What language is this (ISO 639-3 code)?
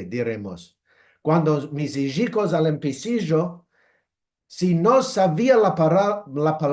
lad